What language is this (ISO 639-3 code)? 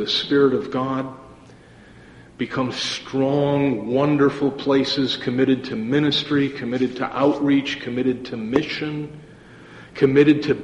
eng